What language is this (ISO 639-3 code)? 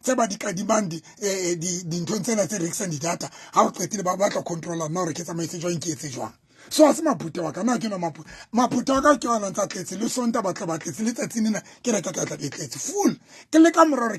sot